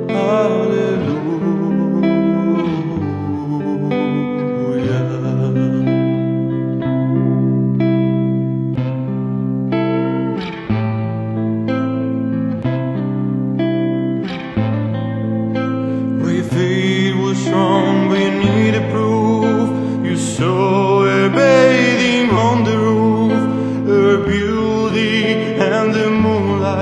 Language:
English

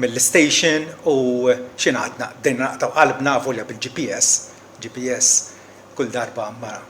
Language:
Maltese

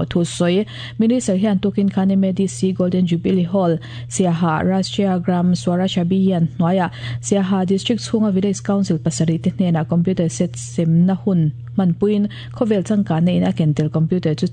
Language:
Mizo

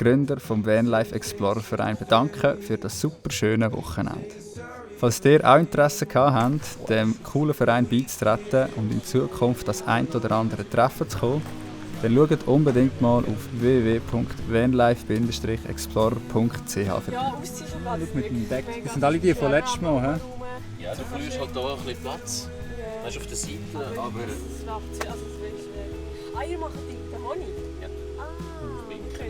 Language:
Swiss German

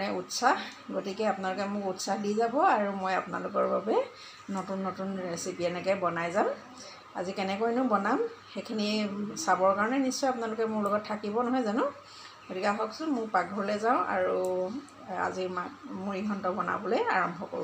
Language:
Assamese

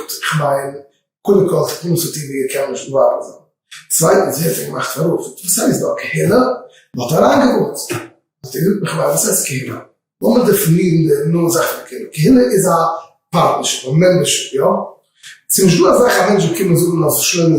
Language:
Yiddish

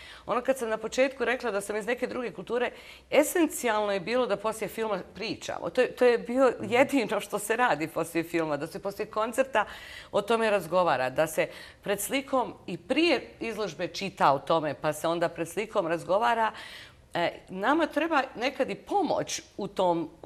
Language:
Bosnian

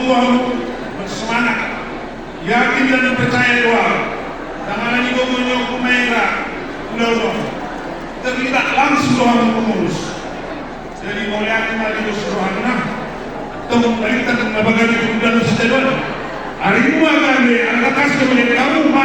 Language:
Batak Toba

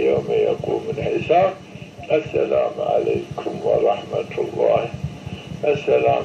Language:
Zaza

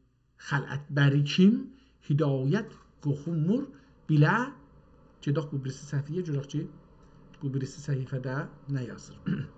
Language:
South Azerbaijani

